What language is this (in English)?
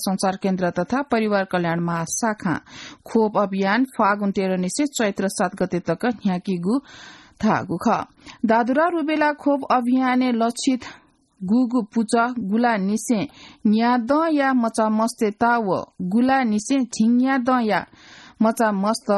Newari